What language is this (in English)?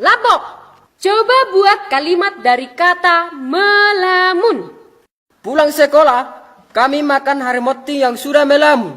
Batak Toba